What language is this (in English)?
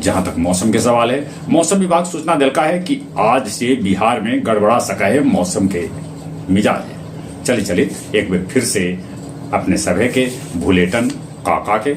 Magahi